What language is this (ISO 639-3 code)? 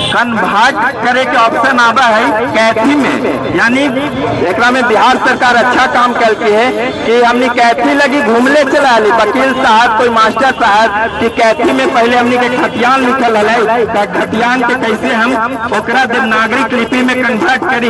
mag